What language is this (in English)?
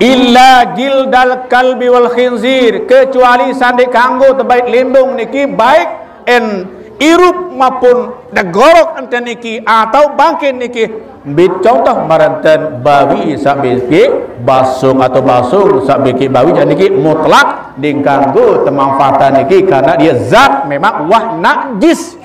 Sasak